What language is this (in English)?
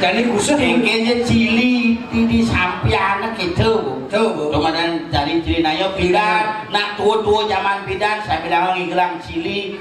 Balinese